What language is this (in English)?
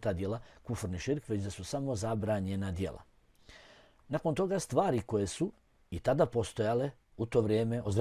Bosnian